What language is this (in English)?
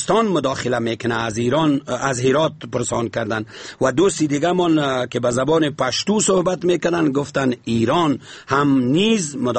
Persian